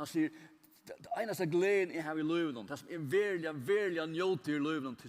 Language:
Faroese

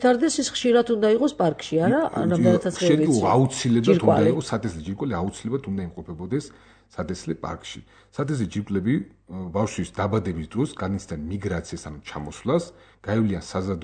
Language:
Georgian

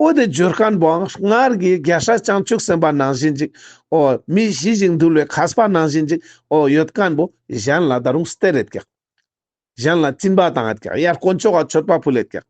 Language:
Ladakhi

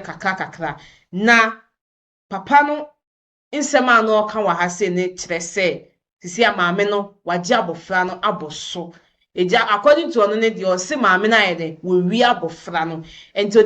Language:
Akan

